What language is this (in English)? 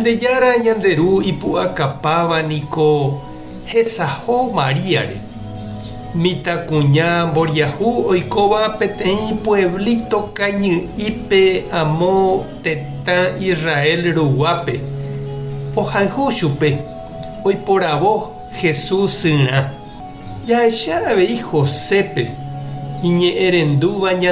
Guarani